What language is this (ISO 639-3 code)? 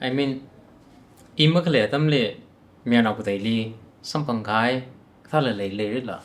nmf